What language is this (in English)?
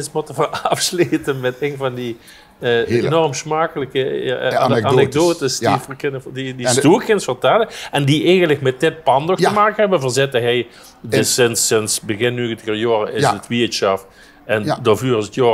Limburgish